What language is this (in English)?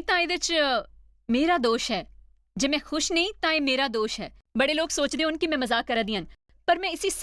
Dogri